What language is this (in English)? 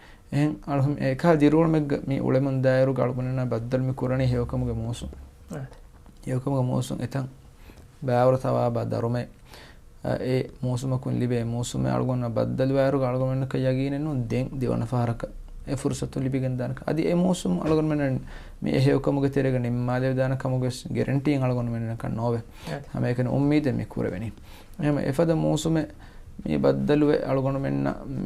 Divehi